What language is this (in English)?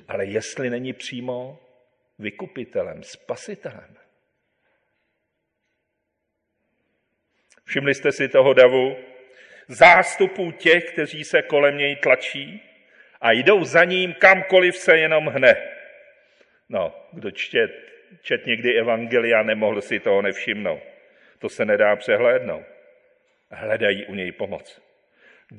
Czech